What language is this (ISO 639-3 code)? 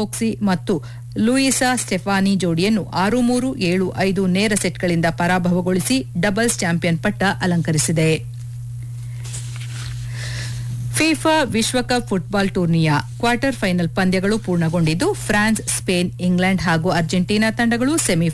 kan